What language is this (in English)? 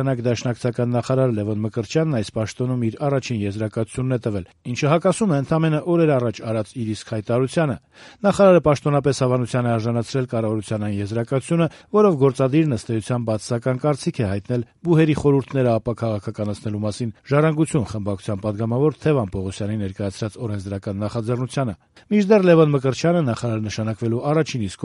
Armenian